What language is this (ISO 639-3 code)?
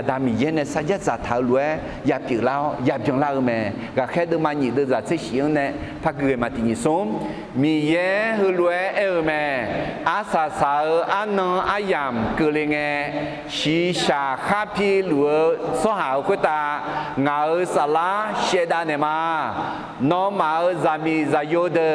ahk